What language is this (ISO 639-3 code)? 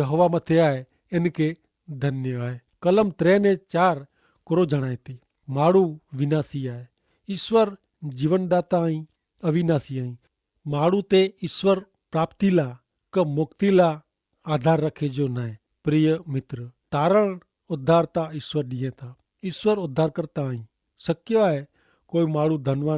kfr